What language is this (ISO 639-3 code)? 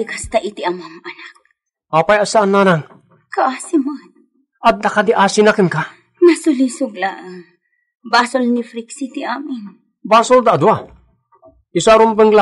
ilo